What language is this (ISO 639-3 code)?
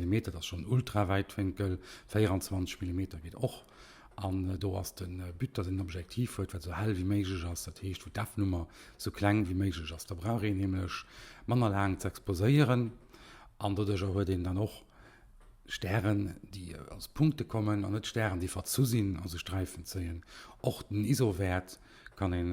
ltz